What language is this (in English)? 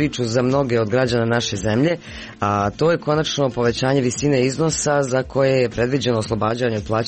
Croatian